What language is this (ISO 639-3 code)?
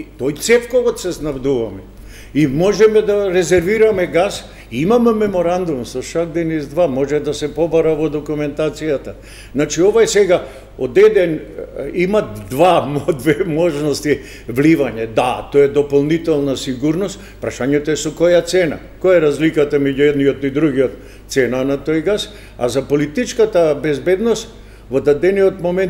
mkd